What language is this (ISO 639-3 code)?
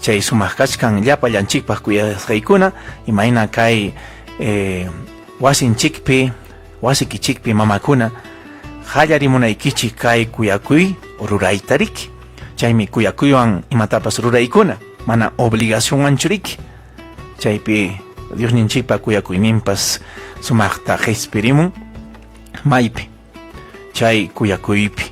quy